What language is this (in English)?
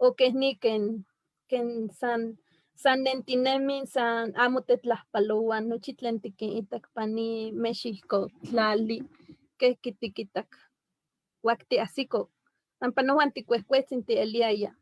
Eastern Huasteca Nahuatl